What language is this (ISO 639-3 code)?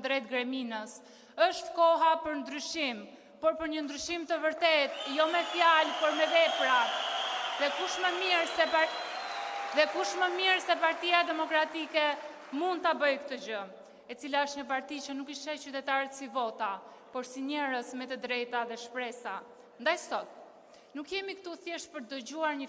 sqi